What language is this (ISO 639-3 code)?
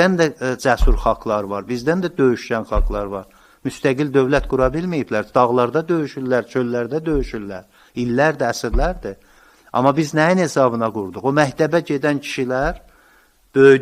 aze